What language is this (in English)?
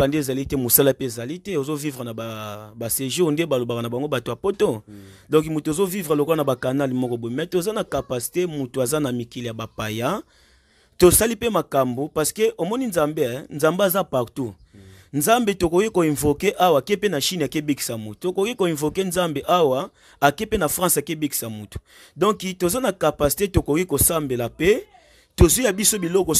Lingala